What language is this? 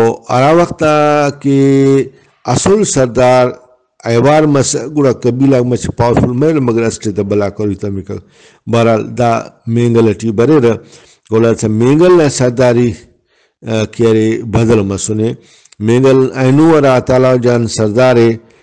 Brahui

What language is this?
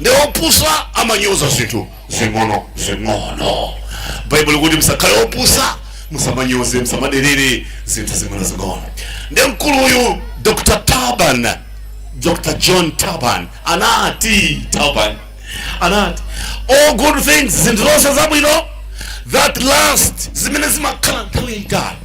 Nyanja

